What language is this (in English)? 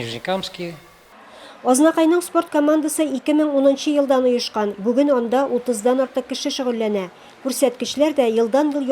Tatar